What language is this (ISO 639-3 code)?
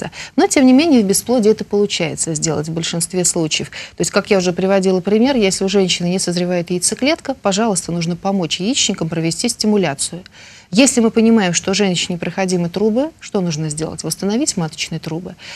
rus